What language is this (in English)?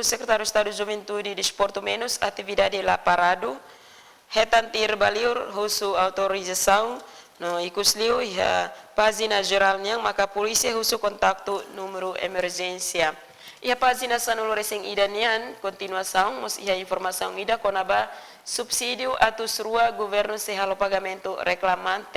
Tetum